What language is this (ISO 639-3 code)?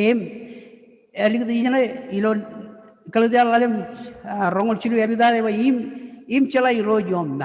mah